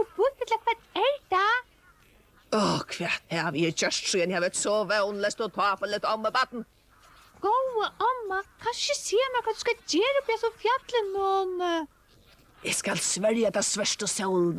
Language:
Faroese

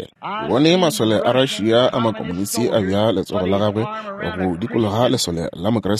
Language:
Northern Sotho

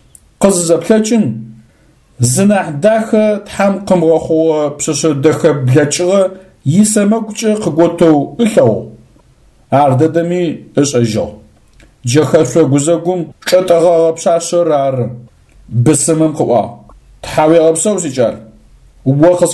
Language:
Adyghe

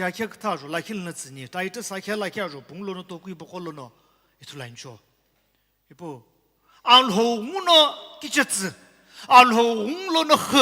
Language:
Sumi Naga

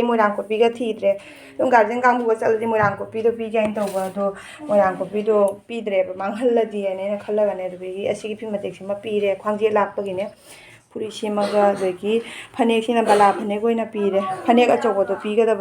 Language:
Manipuri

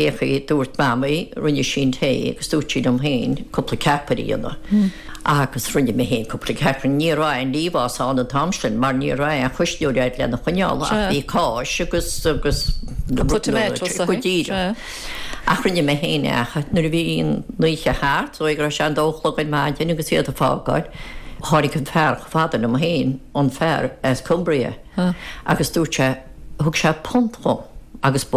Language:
Irish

